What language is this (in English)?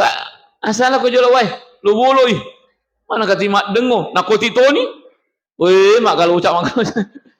Buginese